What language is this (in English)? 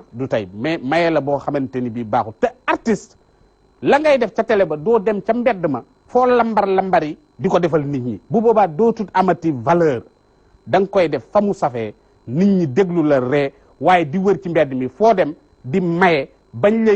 Wolof